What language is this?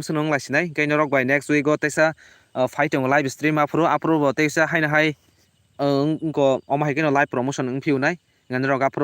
Kok Borok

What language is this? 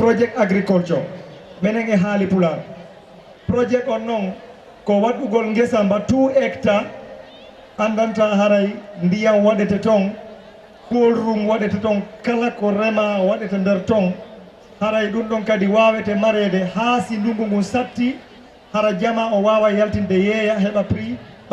Fula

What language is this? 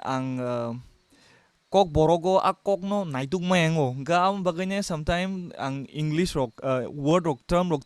Kok Borok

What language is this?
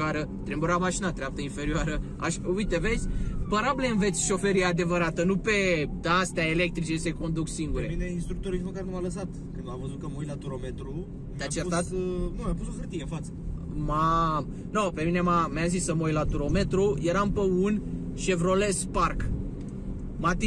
Romanian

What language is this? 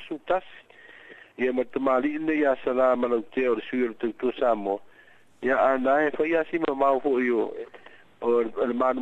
Samoan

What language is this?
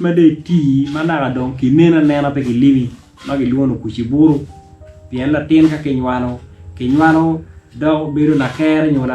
Acoli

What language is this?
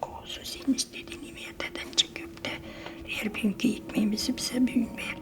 Gagauz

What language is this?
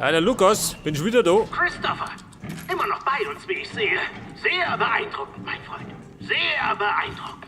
Bavarian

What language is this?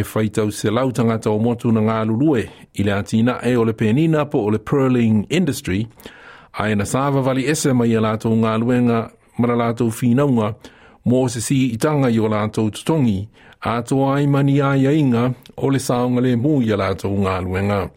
Samoan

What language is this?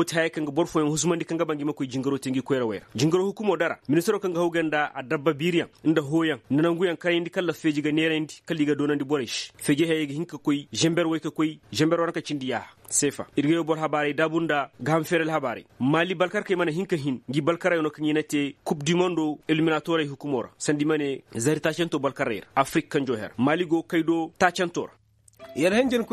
Koyraboro Senni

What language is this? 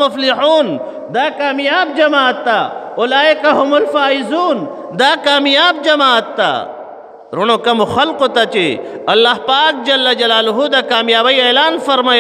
Pashto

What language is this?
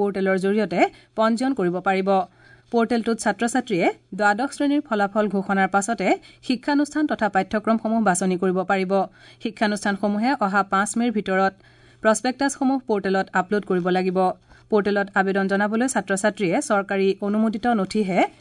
Assamese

